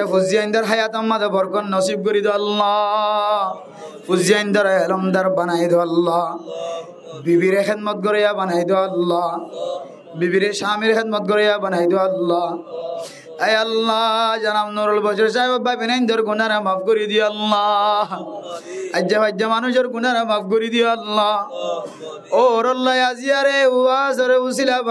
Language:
Rohingya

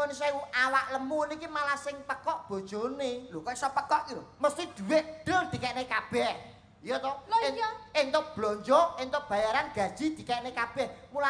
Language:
Javanese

